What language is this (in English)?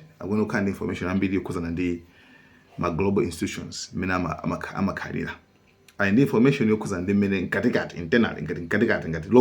Nyanja